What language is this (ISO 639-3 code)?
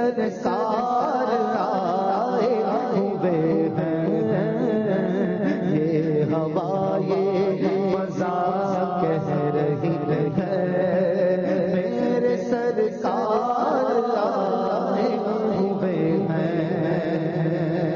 urd